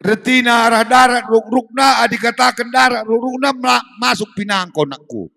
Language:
Batak Karo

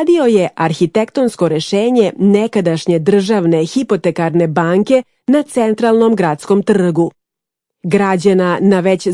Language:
Serbian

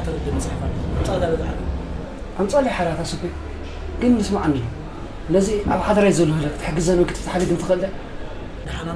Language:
Tigrinya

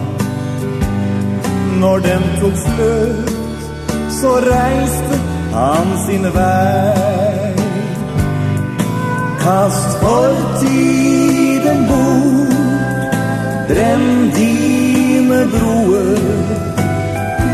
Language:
Norwegian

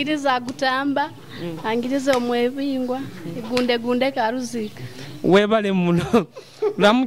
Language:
Nyoro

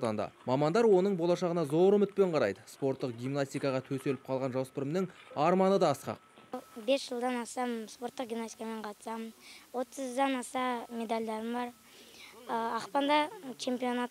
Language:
Kazakh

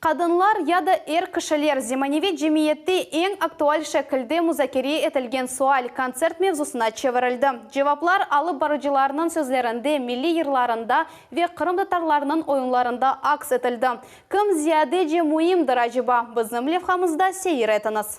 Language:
Crimean Tatar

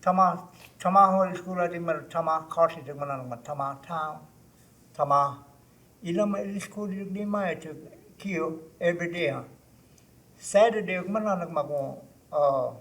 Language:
Choctaw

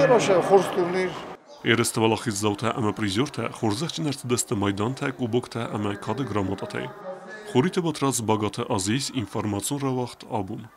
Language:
Ossetic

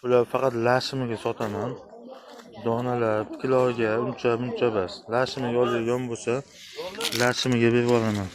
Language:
Uzbek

